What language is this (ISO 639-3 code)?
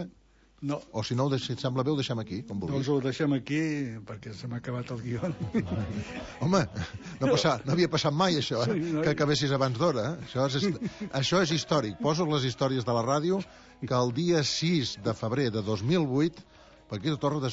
cat